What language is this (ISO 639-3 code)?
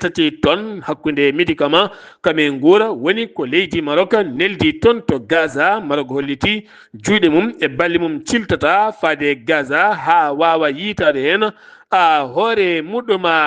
ful